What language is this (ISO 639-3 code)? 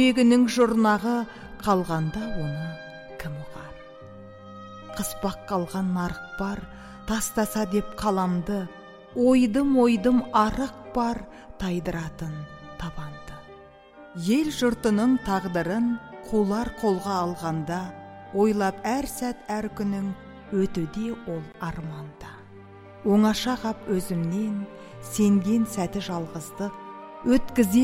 kaz